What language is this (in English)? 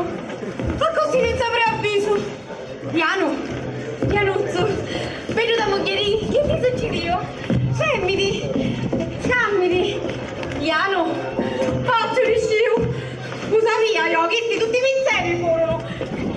Sicilian